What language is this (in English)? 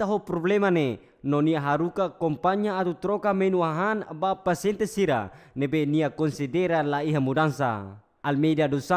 Tetum